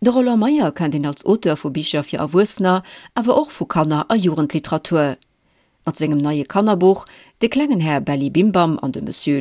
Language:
Luxembourgish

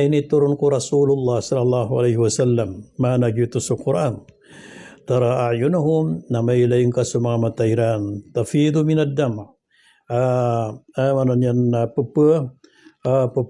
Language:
Maranao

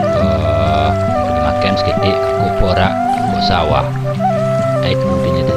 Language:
Minangkabau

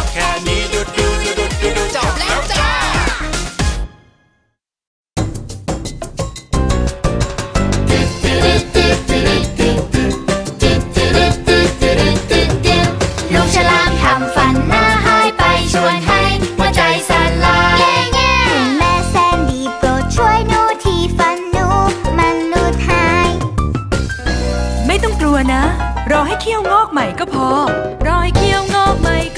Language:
Thai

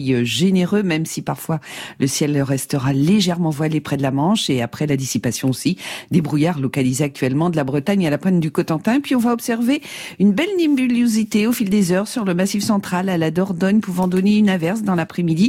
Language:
French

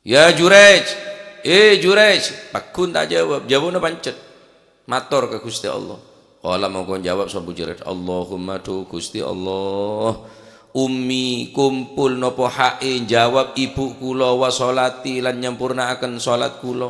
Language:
Madurese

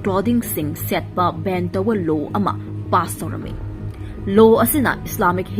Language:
Manipuri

